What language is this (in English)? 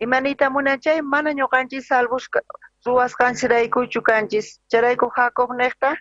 South Bolivian Quechua